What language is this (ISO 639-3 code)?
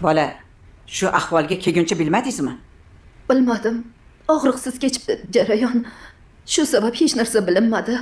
uzb